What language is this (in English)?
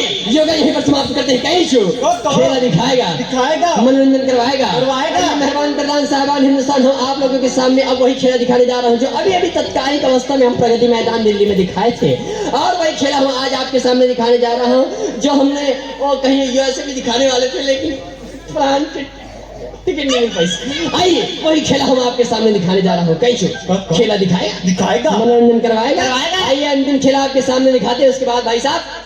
Chhattisgarhi